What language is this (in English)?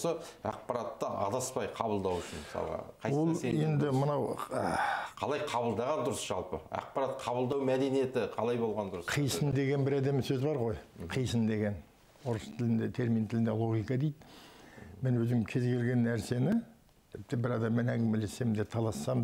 Kazakh